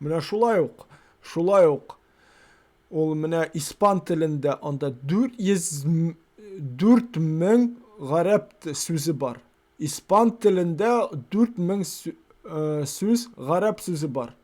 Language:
Tatar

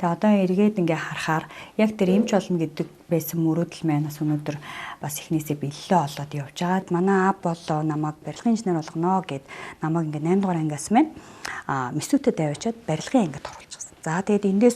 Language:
Mongolian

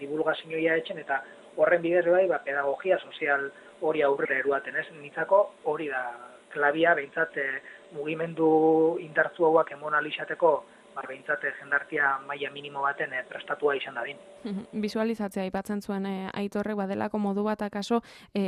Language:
Basque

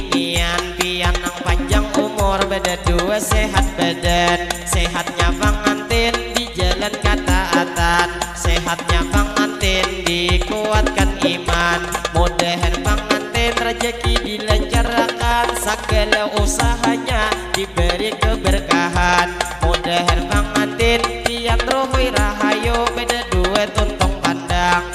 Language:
Banjar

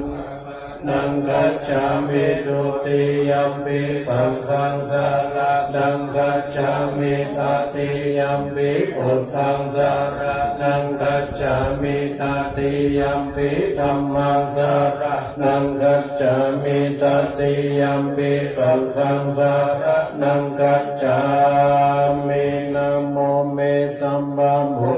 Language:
Pali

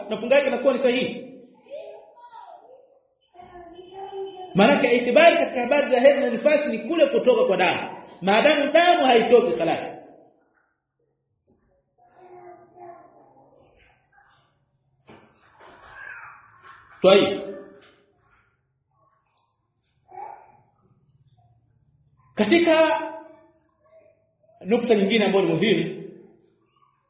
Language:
Swahili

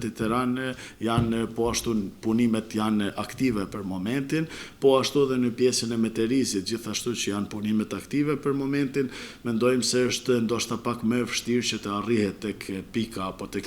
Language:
Albanian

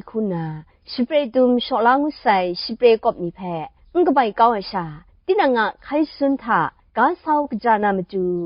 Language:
Kachin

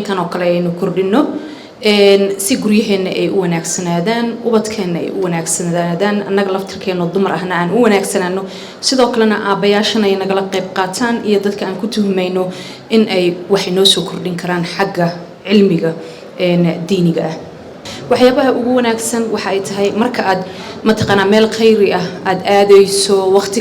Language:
Somali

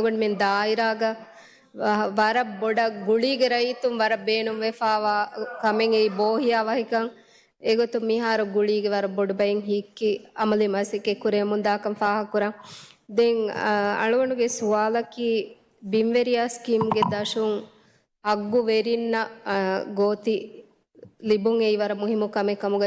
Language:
Divehi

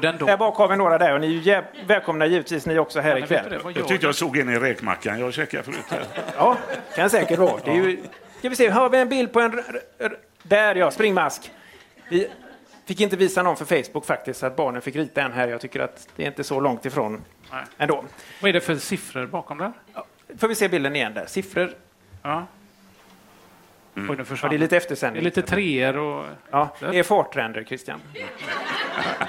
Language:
Swedish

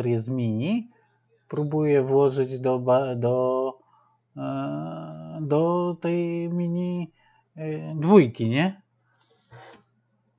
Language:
Polish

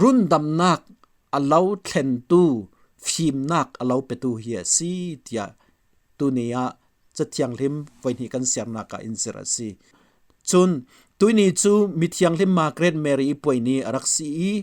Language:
Falam Chin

